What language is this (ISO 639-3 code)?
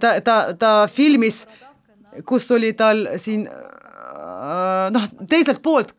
est